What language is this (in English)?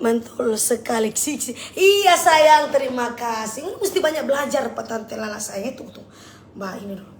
Manado Malay